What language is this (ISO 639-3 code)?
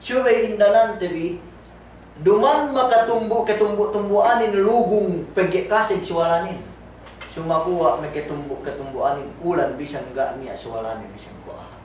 yka